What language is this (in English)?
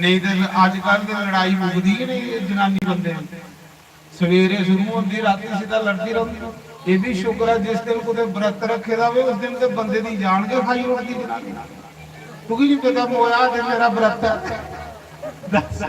Dogri